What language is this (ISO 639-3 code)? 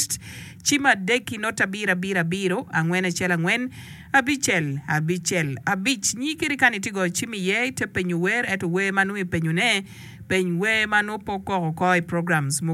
ach